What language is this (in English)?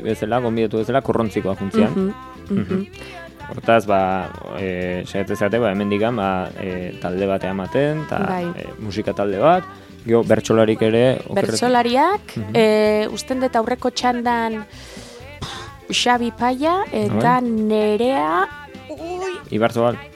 Basque